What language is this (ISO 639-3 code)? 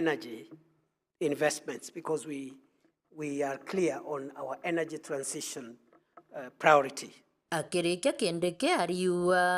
mer